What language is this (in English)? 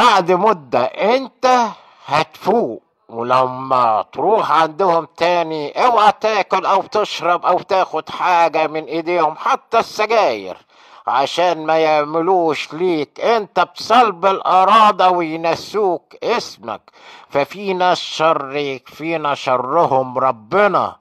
Egyptian Arabic